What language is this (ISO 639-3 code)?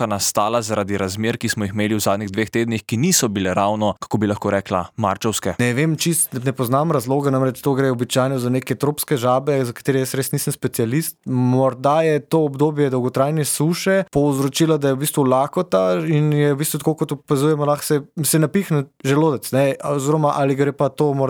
slv